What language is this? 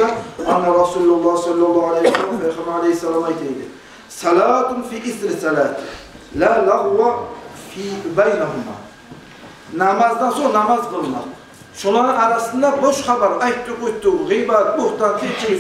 Kumyk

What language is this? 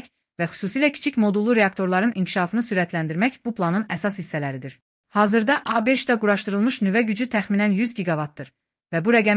Azerbaijani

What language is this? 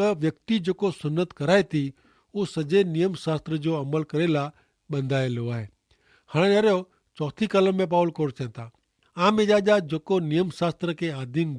Kachhi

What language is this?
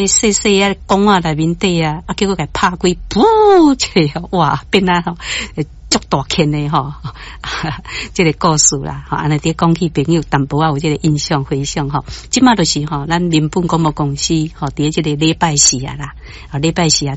Min Nan Chinese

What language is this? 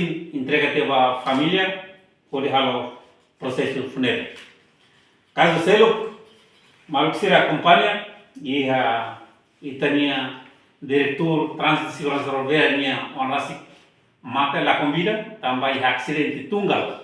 Tetum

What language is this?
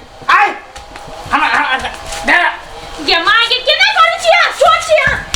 Maithili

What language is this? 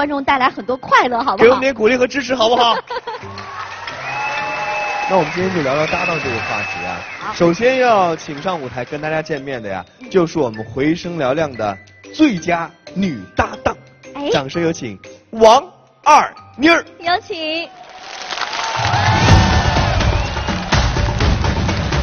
Chinese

